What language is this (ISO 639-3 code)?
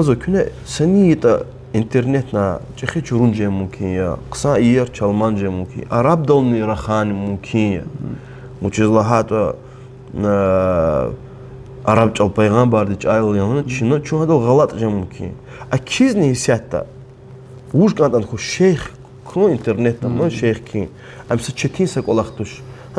lez